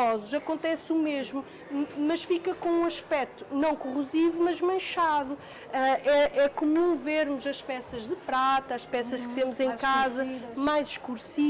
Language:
Portuguese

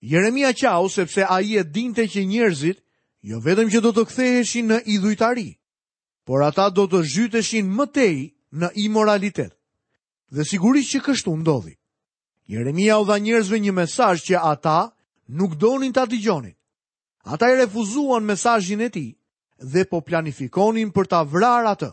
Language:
Albanian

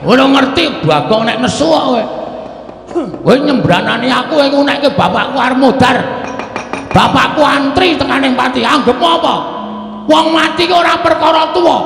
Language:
Javanese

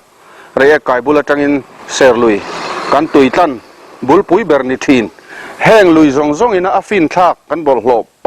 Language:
Mizo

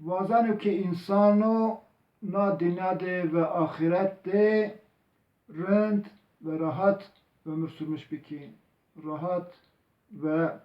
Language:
Zaza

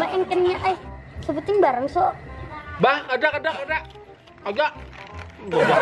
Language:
Banjar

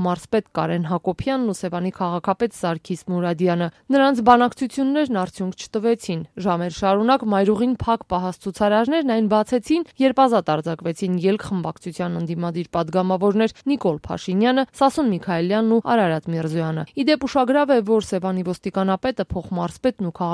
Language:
Armenian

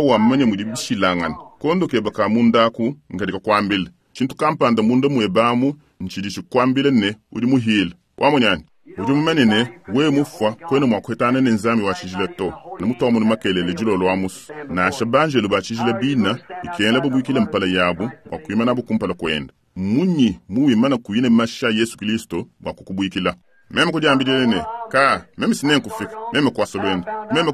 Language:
Luba-Lulua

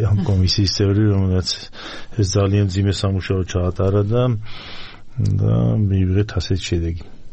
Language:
Georgian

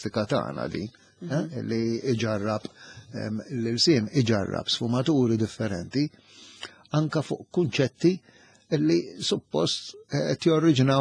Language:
Maltese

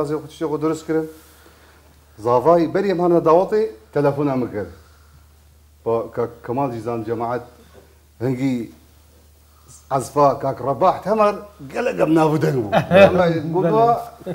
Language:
Kurdish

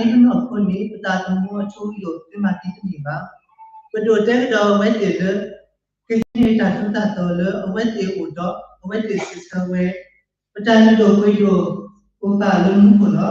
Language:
S'gaw Karen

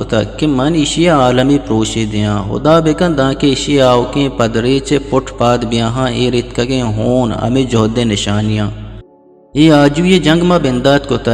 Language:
Eastern Balochi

